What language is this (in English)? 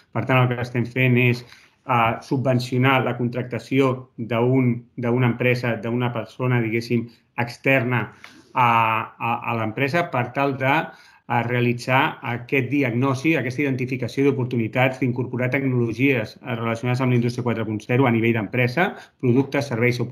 Catalan